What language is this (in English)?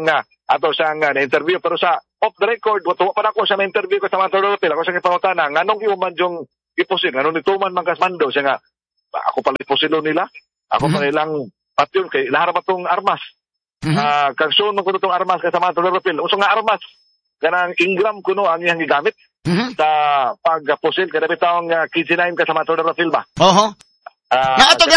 Cebuano